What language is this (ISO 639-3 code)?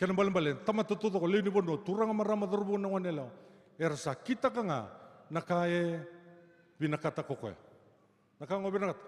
fij